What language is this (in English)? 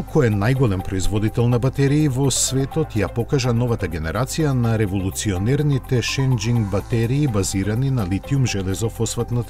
Macedonian